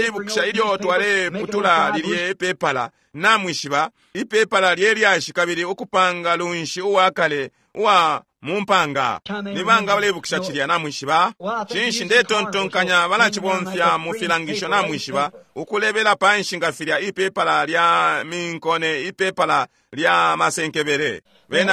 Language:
Bemba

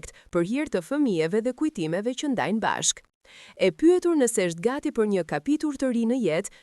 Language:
Albanian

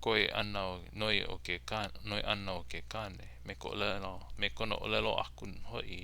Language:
Hawaiian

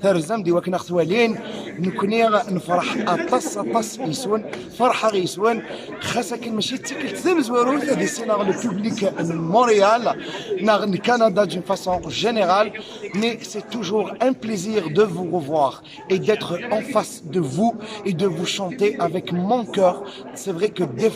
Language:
Kabyle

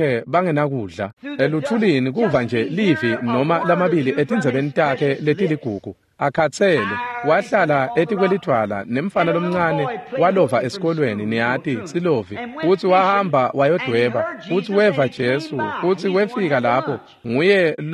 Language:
Swati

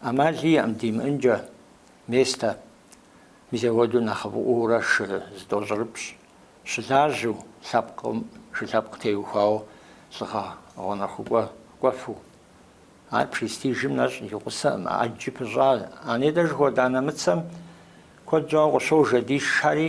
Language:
Kabardian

